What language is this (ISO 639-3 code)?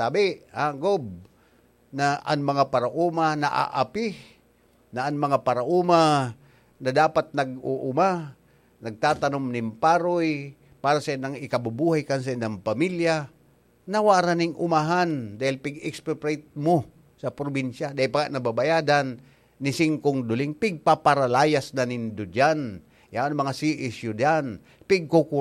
bik